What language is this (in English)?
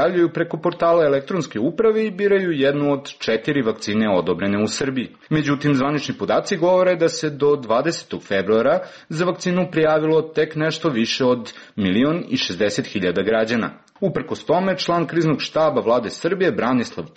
Serbian